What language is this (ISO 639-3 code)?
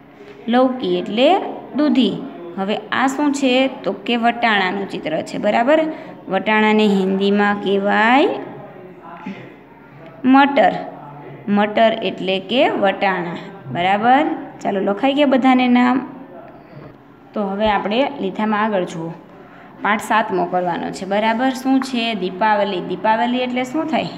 guj